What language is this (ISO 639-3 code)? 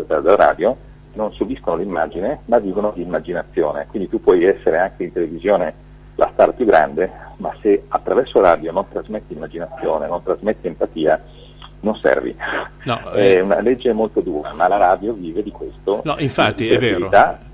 ita